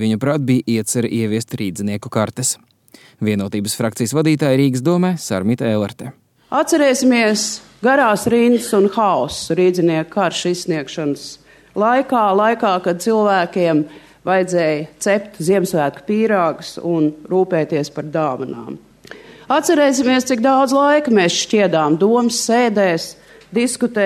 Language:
Latvian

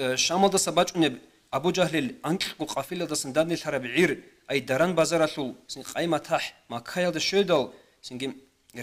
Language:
Avaric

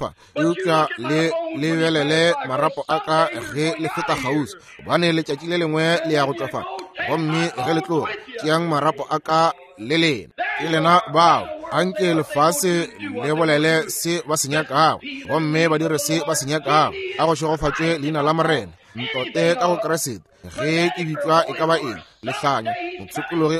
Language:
Northern Sotho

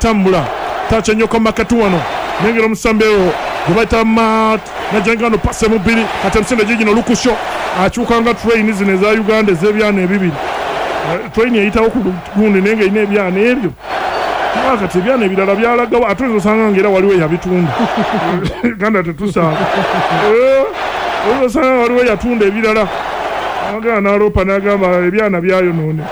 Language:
Ganda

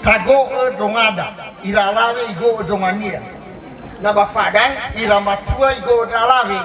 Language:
Nias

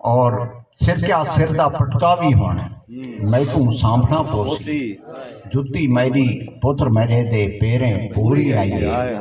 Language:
Saraiki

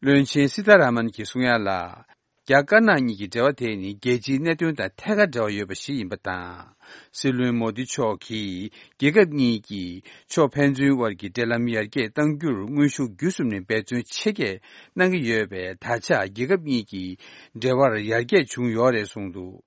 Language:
Tibetan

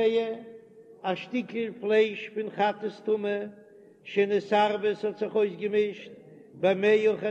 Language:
Yiddish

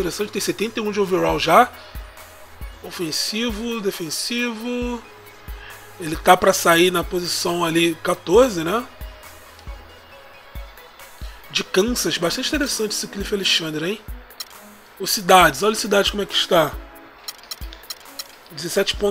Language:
Portuguese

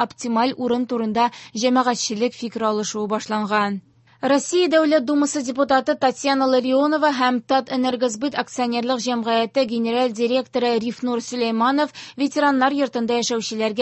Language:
Tatar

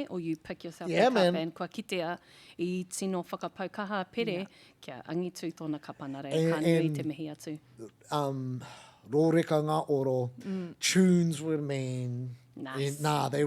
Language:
Māori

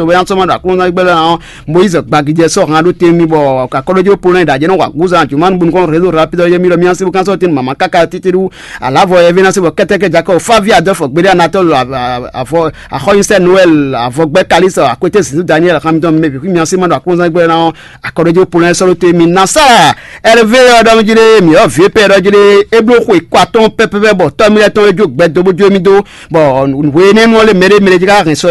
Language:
Fon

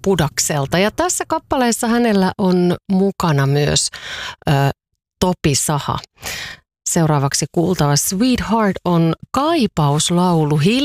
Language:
Finnish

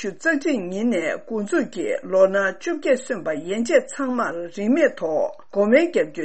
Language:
Tibetan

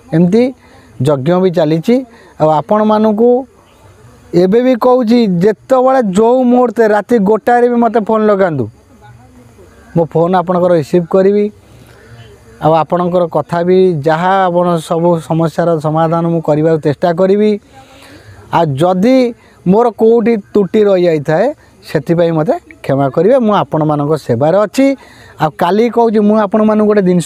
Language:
Odia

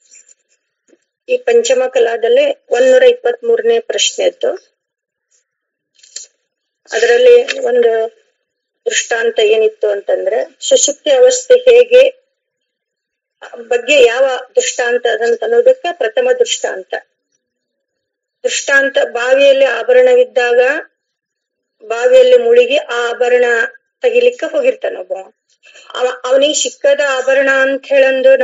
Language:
Kannada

